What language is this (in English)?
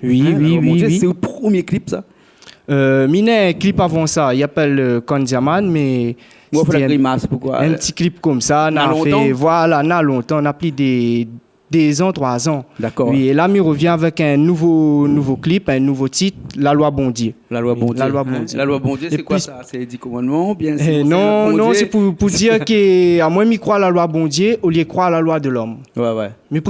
Réunion Creole French